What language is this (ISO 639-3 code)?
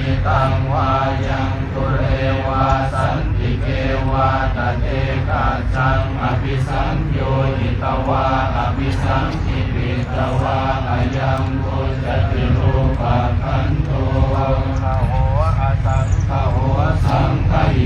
pli